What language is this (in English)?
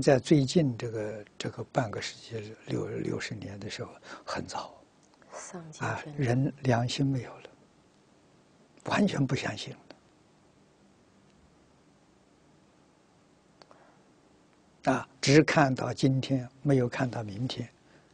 Chinese